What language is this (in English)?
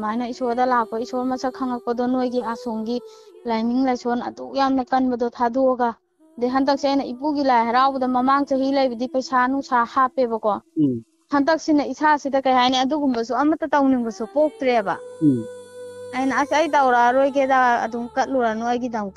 Manipuri